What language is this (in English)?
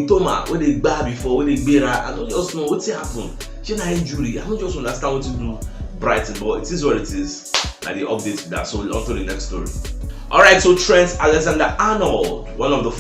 Nigerian Pidgin